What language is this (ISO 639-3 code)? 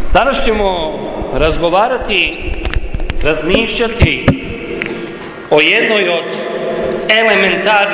hrv